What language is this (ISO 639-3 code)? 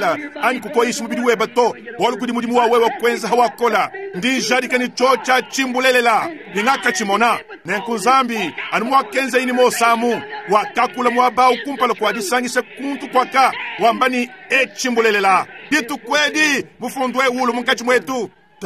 lua